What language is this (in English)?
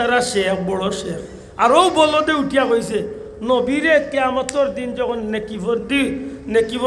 Sylheti